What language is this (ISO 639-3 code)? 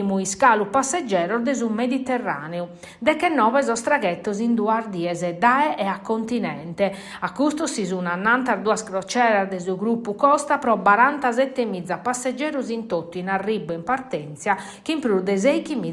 srd